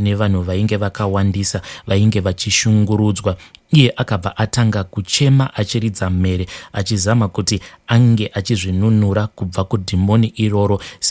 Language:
Shona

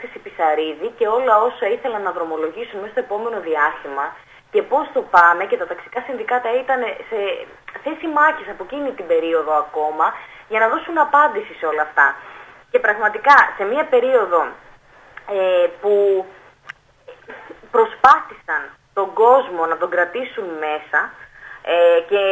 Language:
Greek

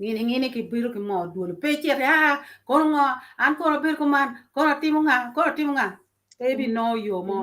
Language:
Acoli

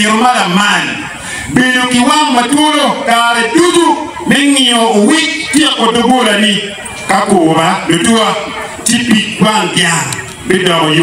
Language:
Acoli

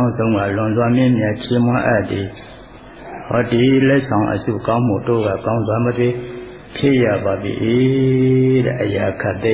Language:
Burmese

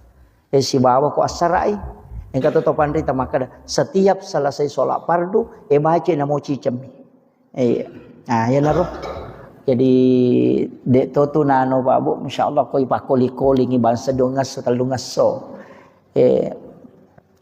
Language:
Buginese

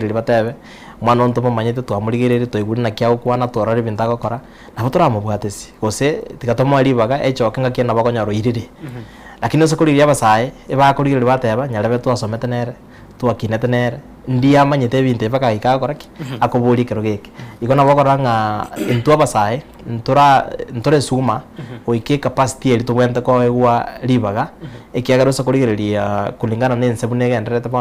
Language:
Gusii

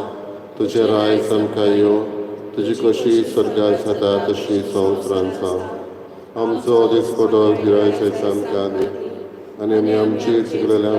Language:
Konkani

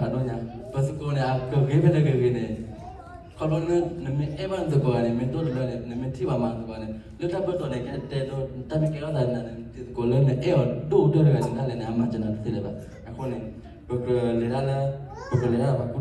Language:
S'gaw Karen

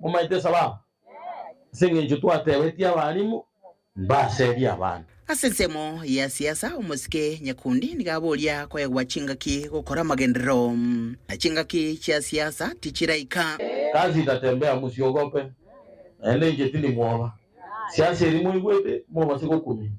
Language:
Gusii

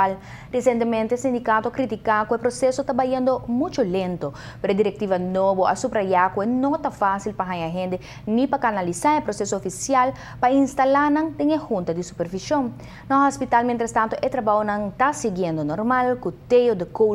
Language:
Papiamento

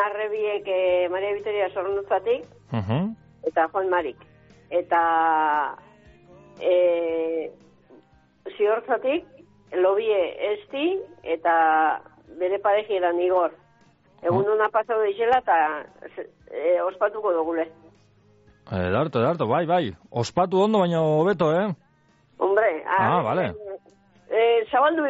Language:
Basque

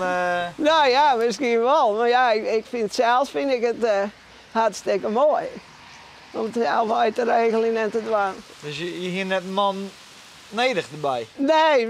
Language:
Western Frisian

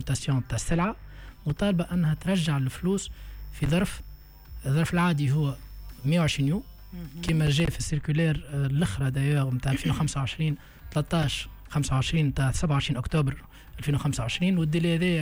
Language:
Tunisian Arabic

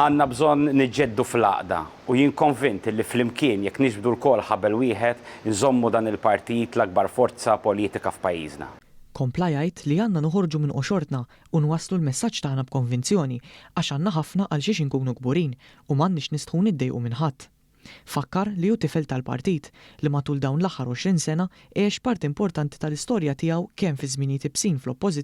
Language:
Maltese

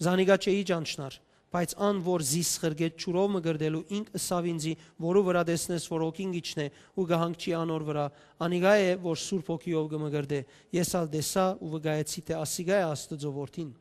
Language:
Western Armenian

